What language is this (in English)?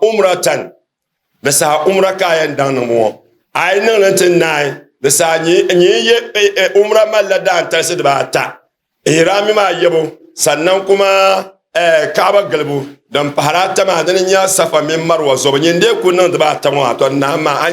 Dagbani